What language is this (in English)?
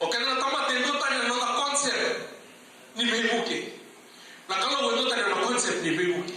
Fijian